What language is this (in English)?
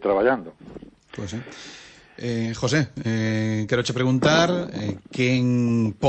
Galician